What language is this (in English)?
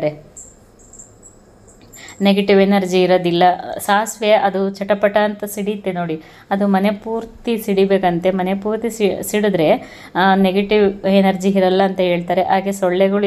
Kannada